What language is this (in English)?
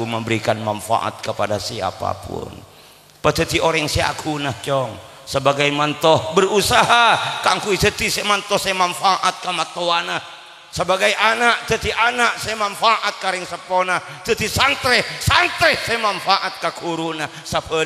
Madurese